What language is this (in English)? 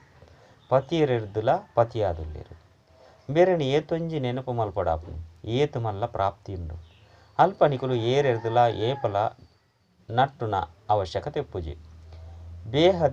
Tulu